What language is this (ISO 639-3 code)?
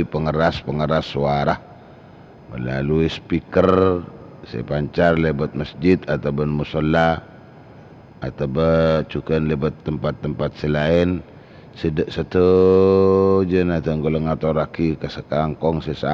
mad